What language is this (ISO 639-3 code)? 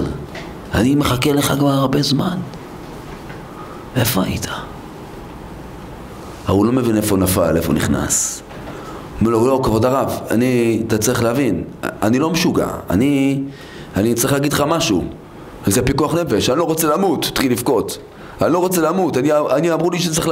heb